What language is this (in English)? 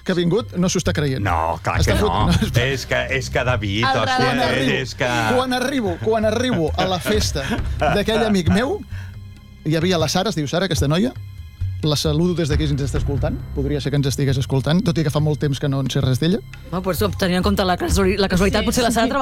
Catalan